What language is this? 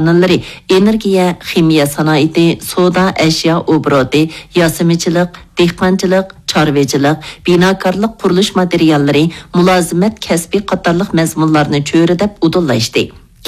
Uyghur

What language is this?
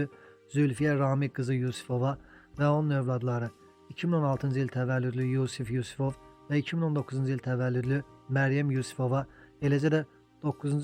Azerbaijani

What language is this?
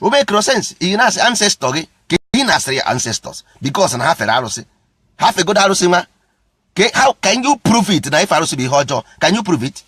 Igbo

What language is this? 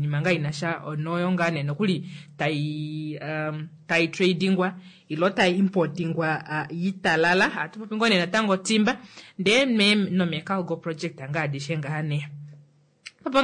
Kuanyama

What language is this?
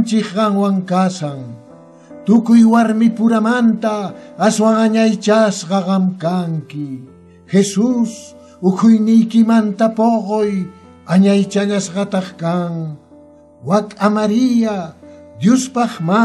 Quechua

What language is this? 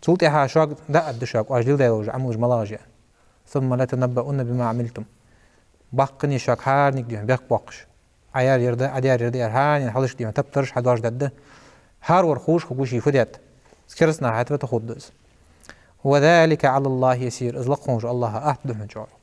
Ingush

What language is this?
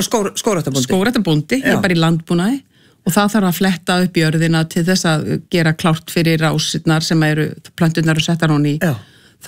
Icelandic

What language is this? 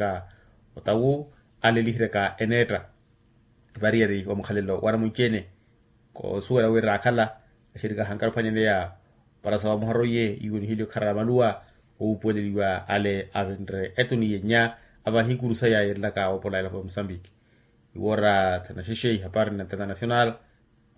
Makhuwa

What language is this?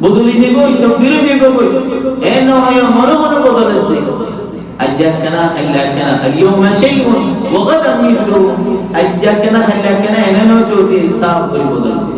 Rohingya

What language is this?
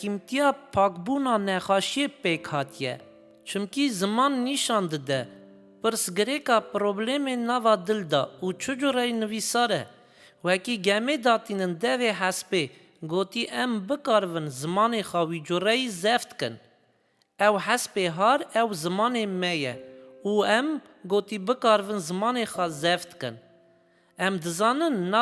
Kurdish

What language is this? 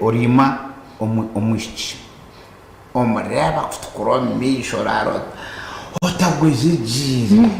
Nyankole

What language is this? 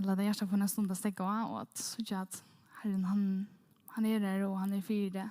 Faroese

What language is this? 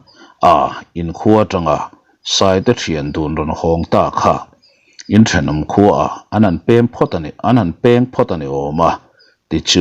Mizo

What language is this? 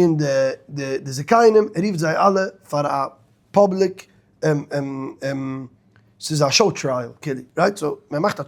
Yiddish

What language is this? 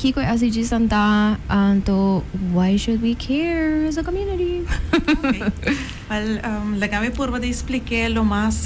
Papiamento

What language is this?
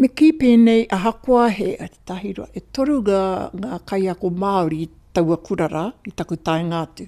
Māori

